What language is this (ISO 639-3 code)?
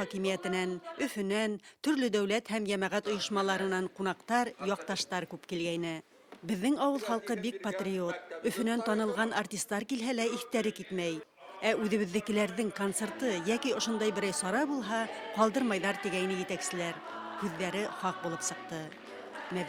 bak